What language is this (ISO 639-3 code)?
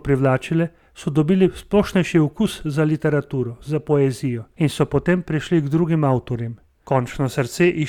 slv